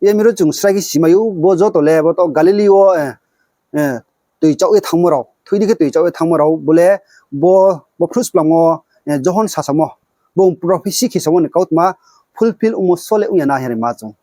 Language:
Riang (India)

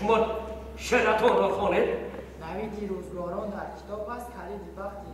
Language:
Tajik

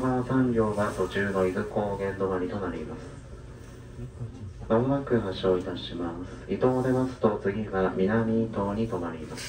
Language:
Japanese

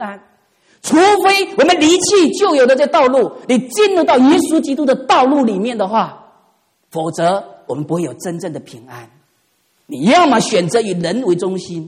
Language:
Chinese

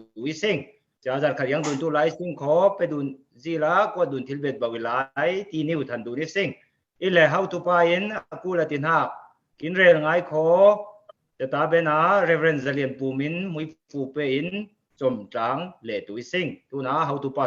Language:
Falam Chin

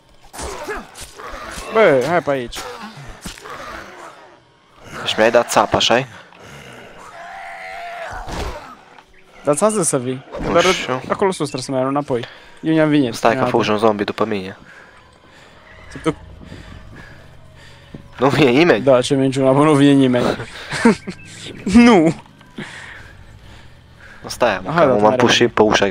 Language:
Romanian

